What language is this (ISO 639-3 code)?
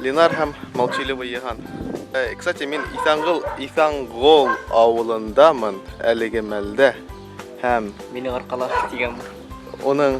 bak